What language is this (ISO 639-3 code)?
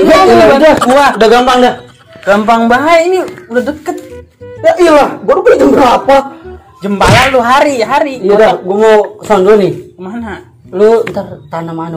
bew